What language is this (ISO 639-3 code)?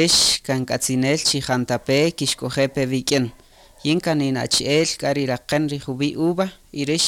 cak